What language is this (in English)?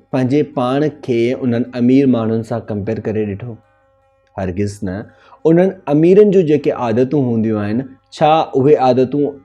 Sindhi